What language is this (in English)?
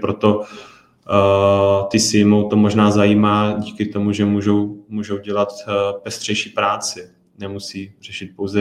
Czech